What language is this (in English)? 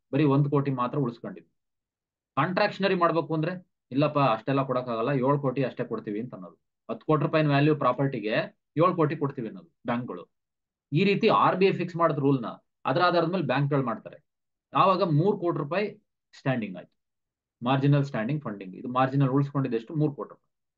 Kannada